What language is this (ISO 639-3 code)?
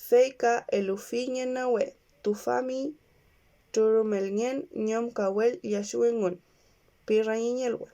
arn